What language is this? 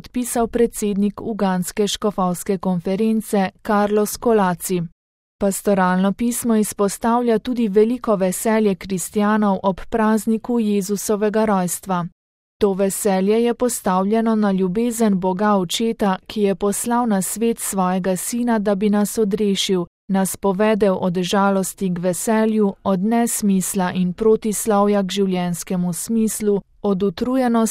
Slovenian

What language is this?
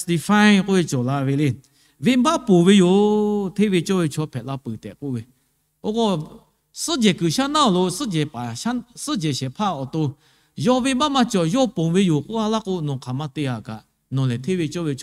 Lahu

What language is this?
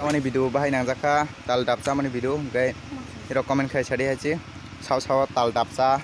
Kok Borok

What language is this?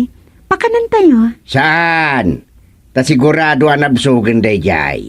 Iloko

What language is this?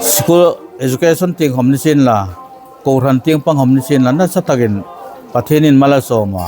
Hmar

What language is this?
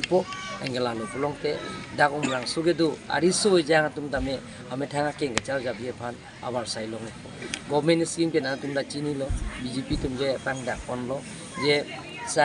Karbi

